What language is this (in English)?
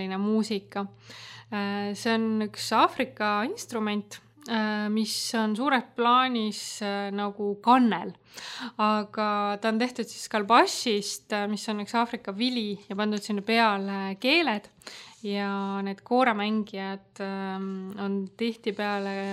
Estonian